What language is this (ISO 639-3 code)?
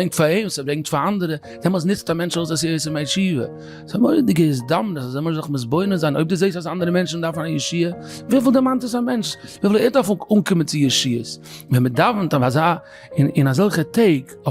yid